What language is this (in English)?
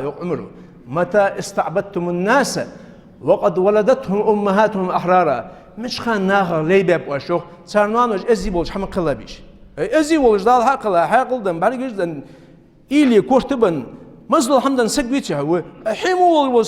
Ingush